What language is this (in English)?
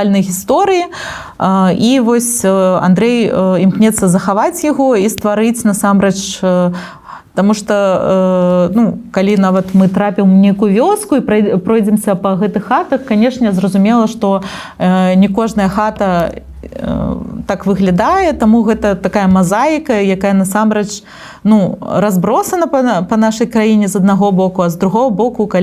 Belarusian